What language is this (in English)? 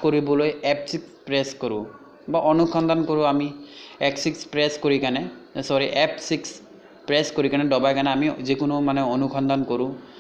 Assamese